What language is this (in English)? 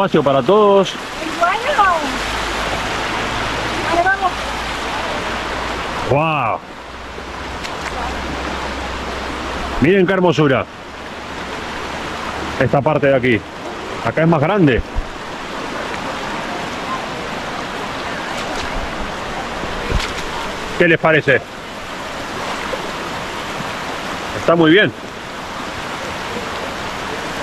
Spanish